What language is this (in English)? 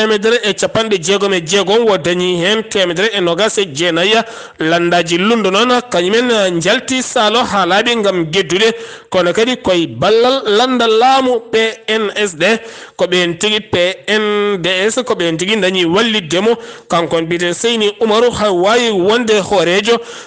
Fula